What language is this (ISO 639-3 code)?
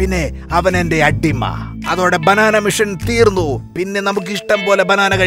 mal